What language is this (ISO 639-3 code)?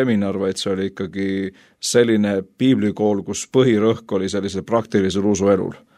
est